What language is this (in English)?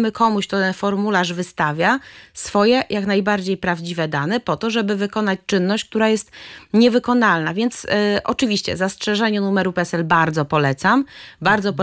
Polish